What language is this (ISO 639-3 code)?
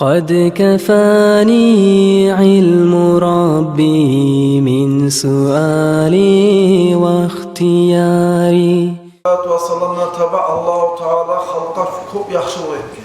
kum